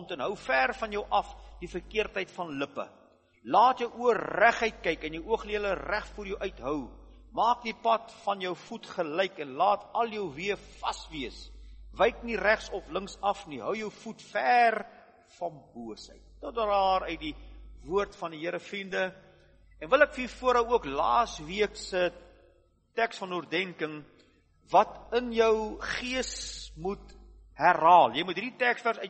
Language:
Afrikaans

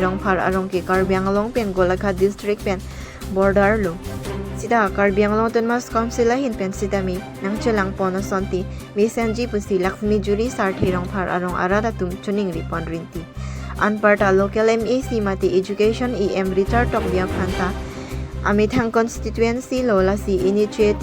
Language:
Karbi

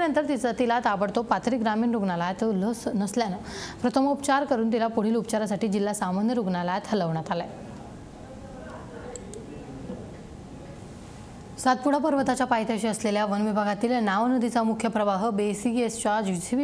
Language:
Marathi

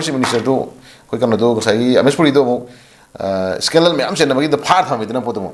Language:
Manipuri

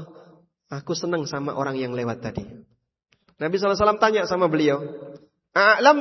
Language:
Indonesian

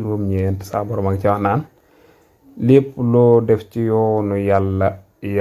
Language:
Wolof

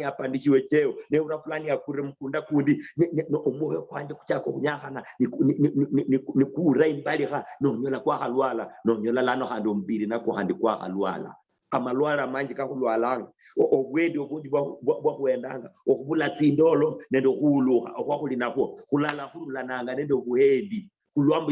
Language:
Luyia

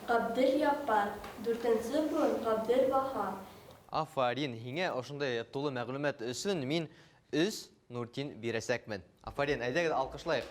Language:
Bashkir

